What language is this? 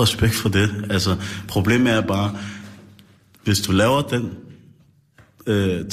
Danish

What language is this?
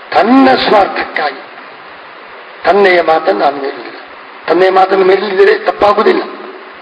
Kannada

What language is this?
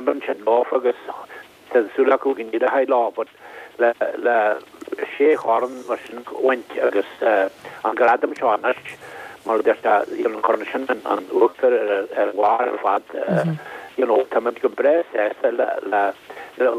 Irish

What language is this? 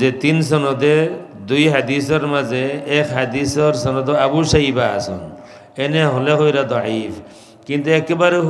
Sylheti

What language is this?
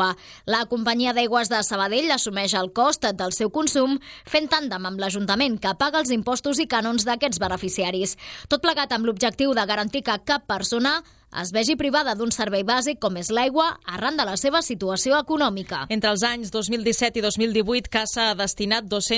Catalan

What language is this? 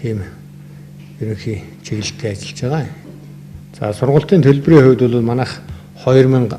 Mongolian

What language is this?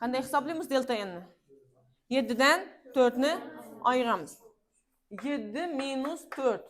Uzbek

